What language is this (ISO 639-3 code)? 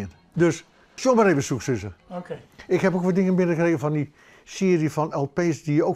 fry